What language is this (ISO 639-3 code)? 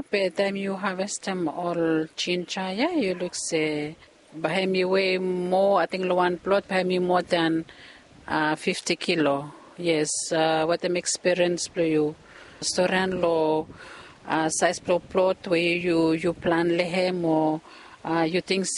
bis